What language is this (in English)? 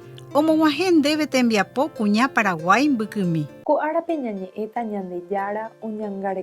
Guarani